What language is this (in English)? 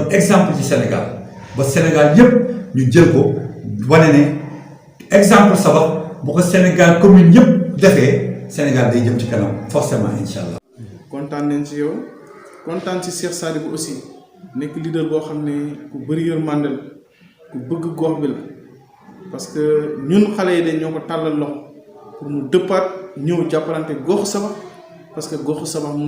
Wolof